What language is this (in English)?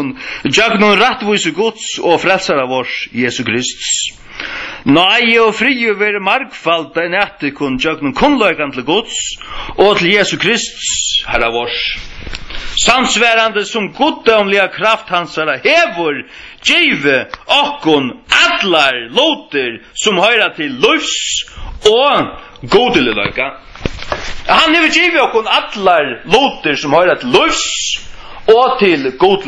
Faroese